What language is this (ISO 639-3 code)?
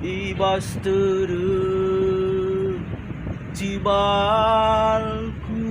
btx